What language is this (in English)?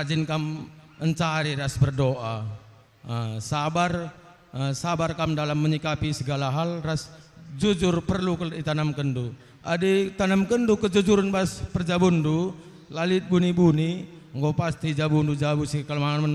Batak Karo